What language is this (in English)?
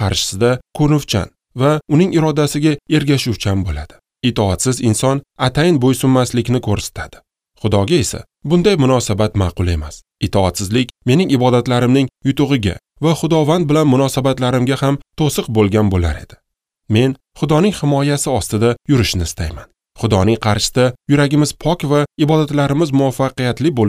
Uzbek